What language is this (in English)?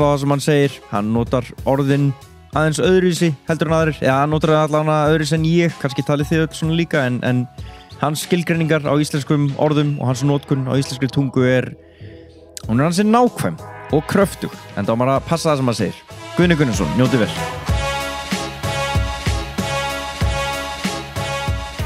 Icelandic